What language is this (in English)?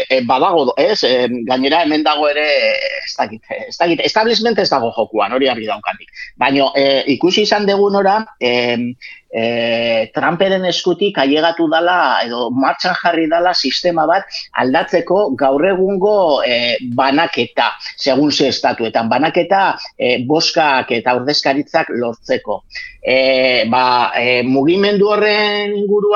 Basque